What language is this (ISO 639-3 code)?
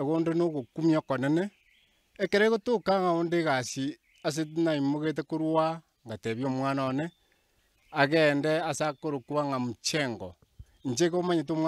guz